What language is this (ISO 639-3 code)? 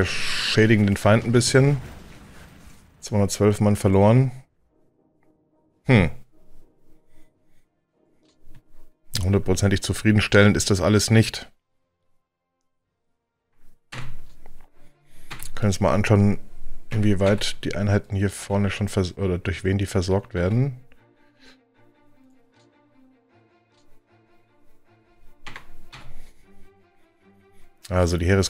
deu